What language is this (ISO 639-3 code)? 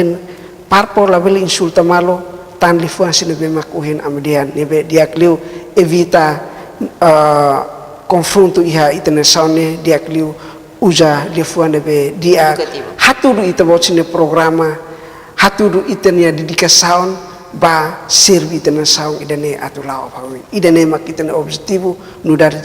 tet